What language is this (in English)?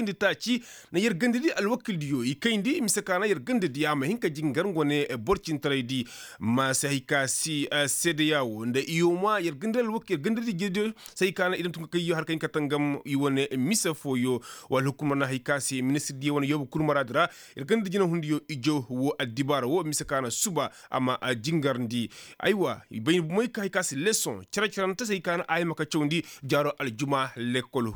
Koyraboro Senni